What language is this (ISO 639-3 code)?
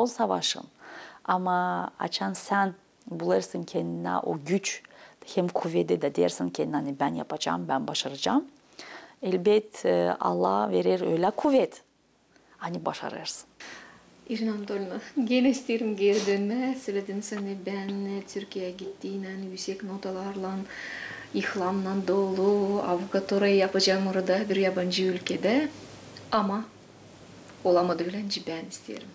gag